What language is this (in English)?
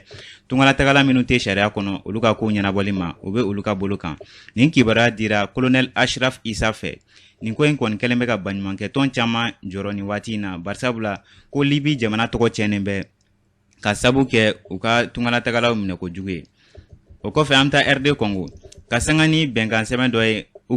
Bambara